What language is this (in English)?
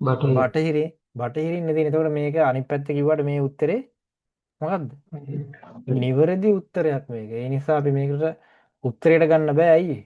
Sinhala